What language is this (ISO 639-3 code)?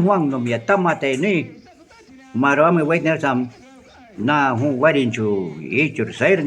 jiv